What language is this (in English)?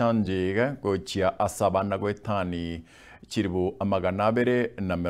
Gusii